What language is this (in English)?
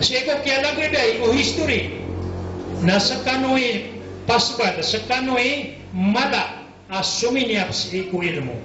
Maranao